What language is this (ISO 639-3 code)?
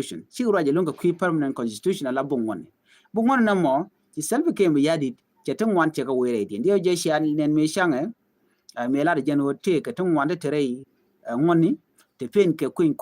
nus